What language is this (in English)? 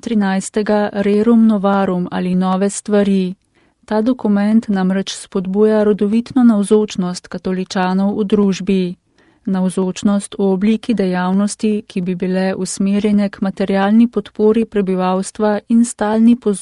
Slovenian